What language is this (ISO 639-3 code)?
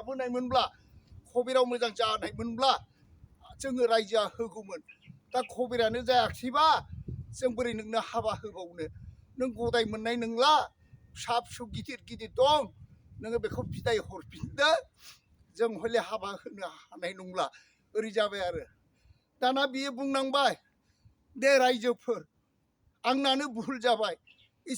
brx